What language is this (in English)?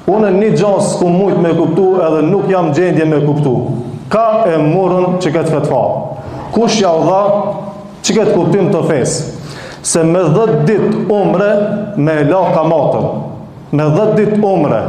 Albanian